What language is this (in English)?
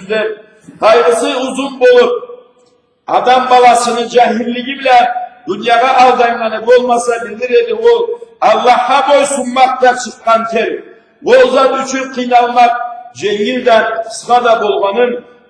Karachay-Balkar